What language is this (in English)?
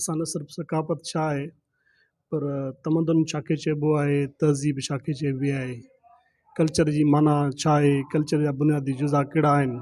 Sindhi